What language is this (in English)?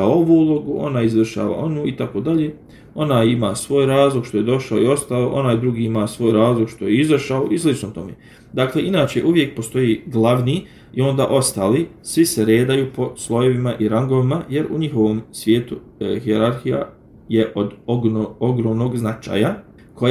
Bosnian